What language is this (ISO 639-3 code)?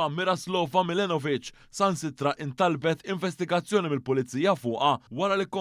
mlt